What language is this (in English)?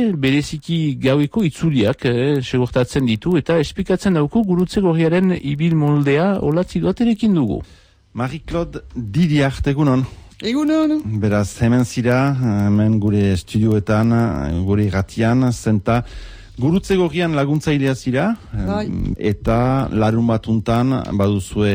Basque